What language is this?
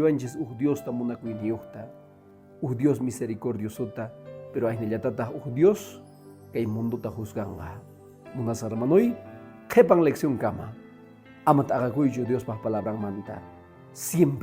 Quechua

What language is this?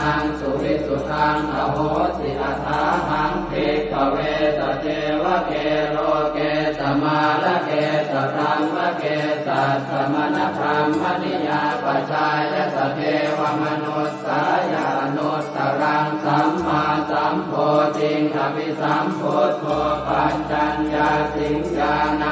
Pali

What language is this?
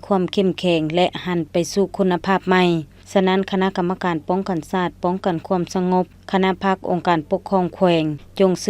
Lao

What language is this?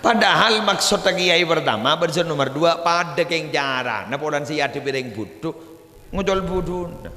Madurese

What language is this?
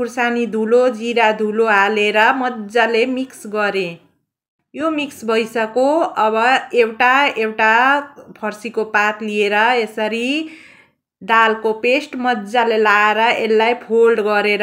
Nepali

